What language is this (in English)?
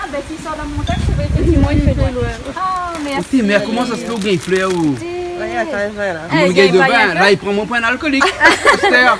Réunion Creole French